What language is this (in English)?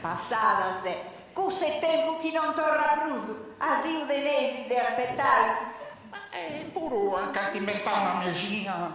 Sardinian